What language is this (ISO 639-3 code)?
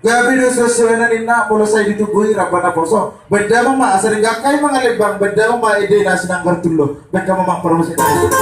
bbc